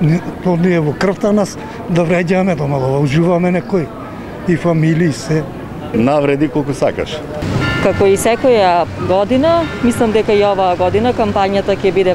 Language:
Macedonian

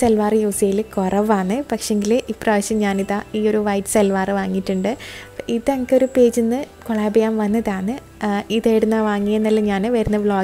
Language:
Malayalam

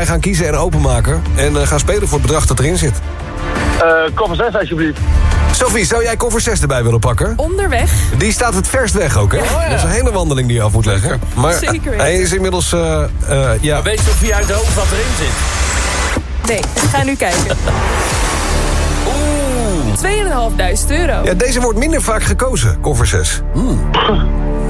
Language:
Dutch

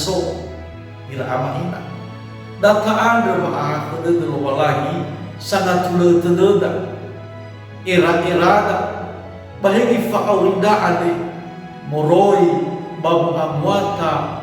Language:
Nias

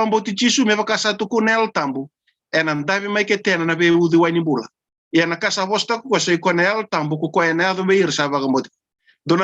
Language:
Fijian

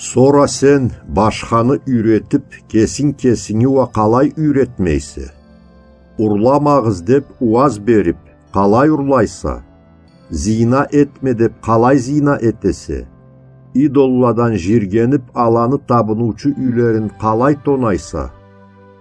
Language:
Karachay-Balkar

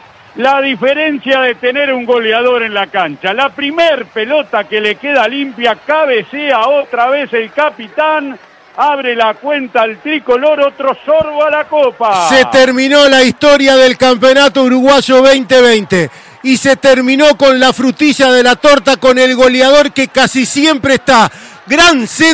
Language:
Spanish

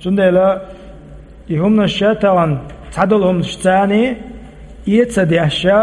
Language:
Chechen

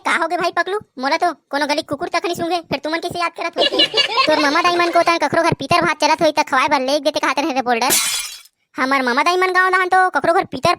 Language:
Chhattisgarhi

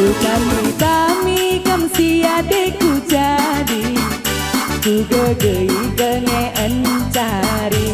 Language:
Batak Karo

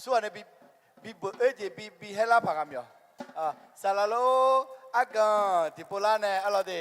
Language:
Akha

